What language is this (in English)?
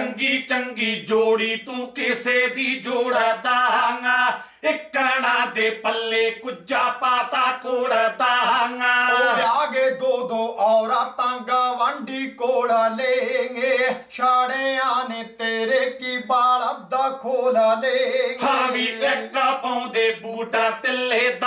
Punjabi